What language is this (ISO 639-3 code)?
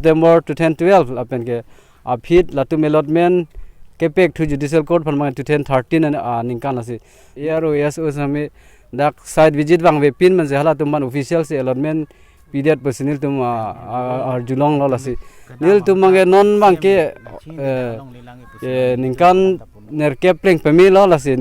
mjw